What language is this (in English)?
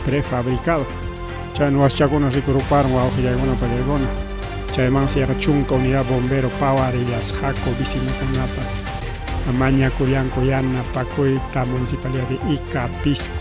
Ayacucho Quechua